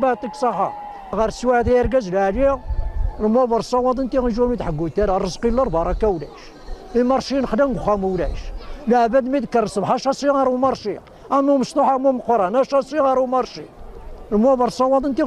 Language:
Kabyle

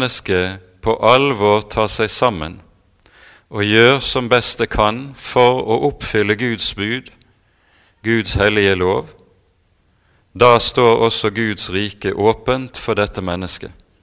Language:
Norwegian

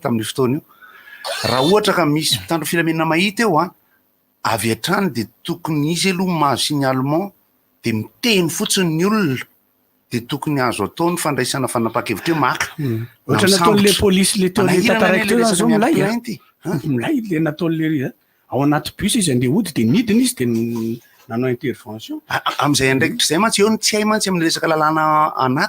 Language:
Malagasy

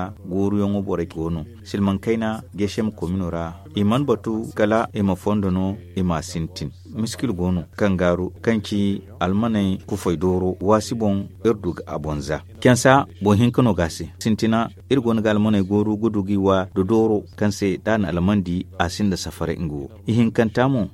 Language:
Zarma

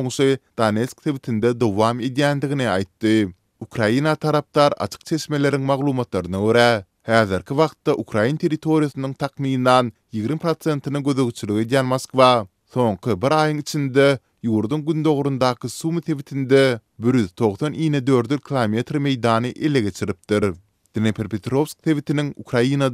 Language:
Turkmen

